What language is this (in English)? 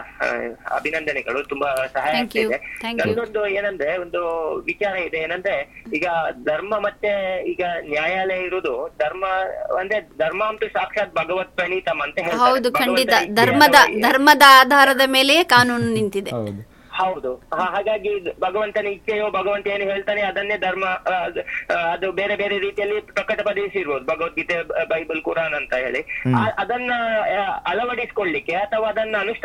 Kannada